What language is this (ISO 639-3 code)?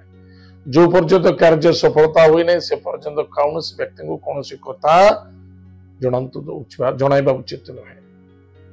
ori